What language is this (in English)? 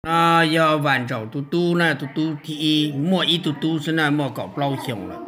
Hmong